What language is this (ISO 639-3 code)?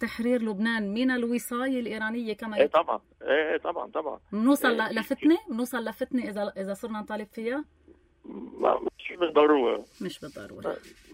apc